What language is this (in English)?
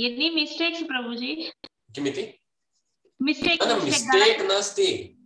Sanskrit